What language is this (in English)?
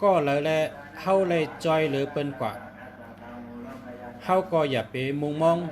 Shan